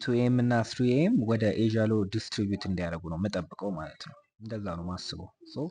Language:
Amharic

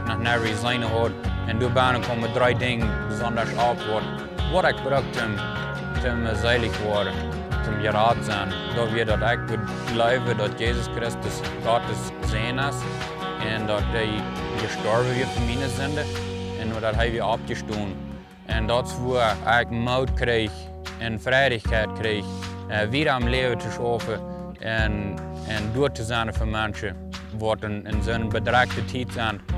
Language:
Plautdietsch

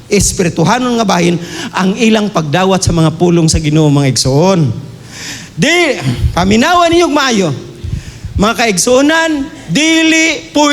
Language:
Cebuano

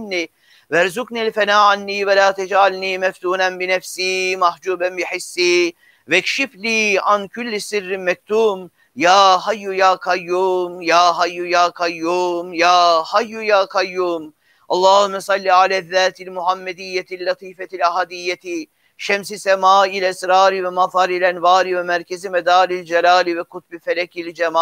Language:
Turkish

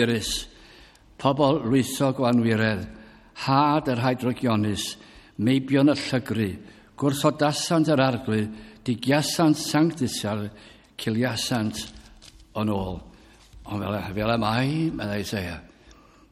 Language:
Welsh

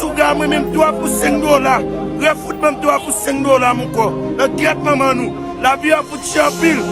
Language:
Haitian Creole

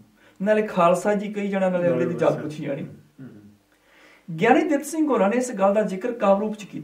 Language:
Punjabi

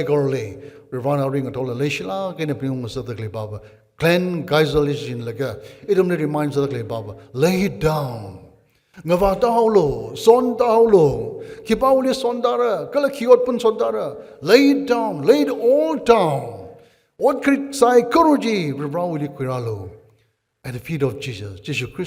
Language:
Tangkhul Naga (India)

